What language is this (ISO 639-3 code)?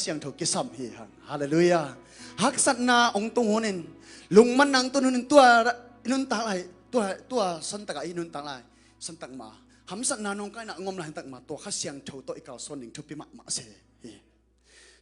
ctd